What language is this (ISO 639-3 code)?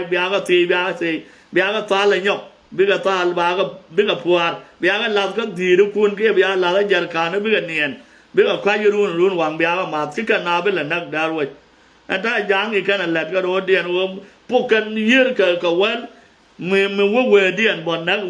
nus